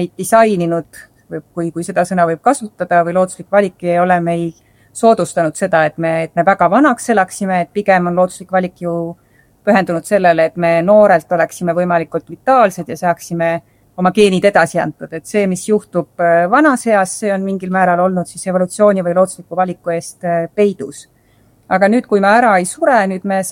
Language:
Estonian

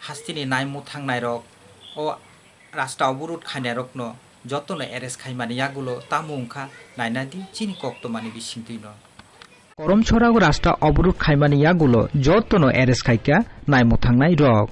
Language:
Kok Borok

